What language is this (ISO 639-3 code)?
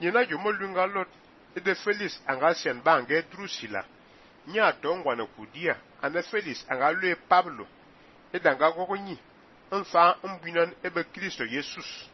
fan